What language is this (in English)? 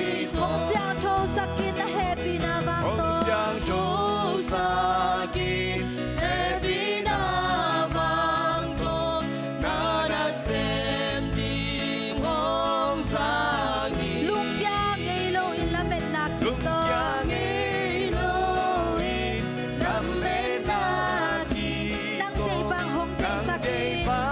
Tedim Chin